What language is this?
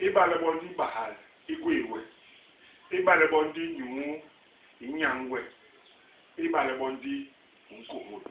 Basaa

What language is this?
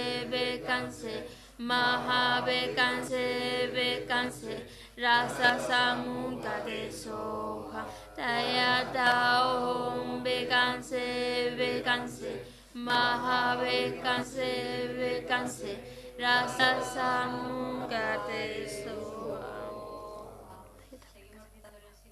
Spanish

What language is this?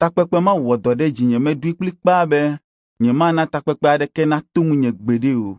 Ewe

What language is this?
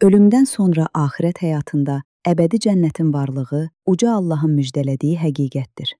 Azerbaijani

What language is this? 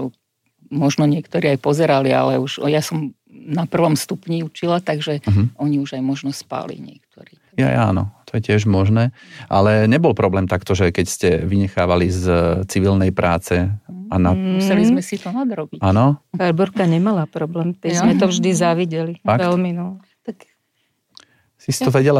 Slovak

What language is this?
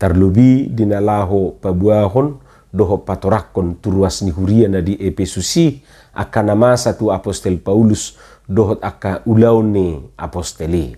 Batak Toba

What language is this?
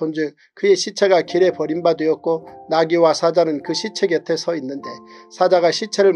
Korean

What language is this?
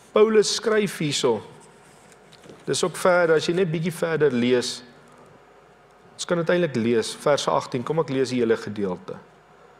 Afrikaans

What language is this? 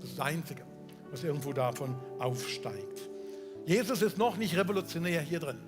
Swiss German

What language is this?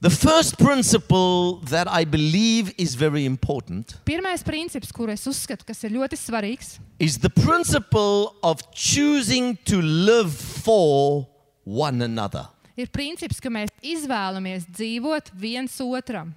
Latvian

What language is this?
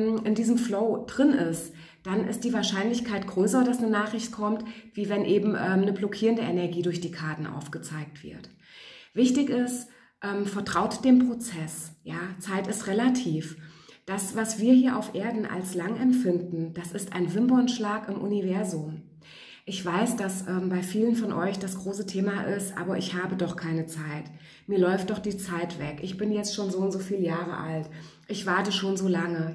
German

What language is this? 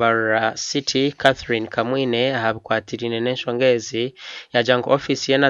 Nyankole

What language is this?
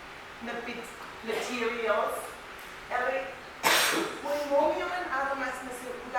Pohnpeian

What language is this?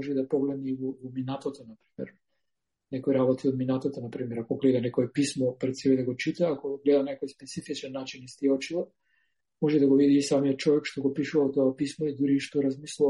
Macedonian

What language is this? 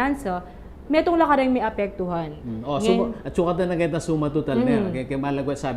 Pampanga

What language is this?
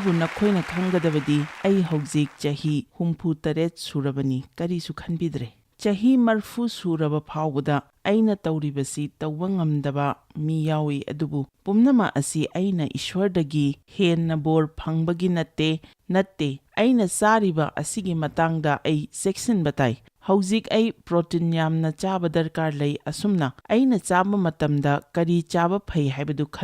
Manipuri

